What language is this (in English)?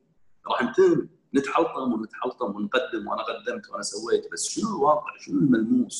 Gulf Arabic